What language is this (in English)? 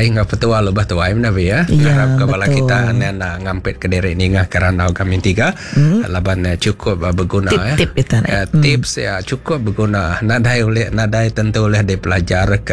Iban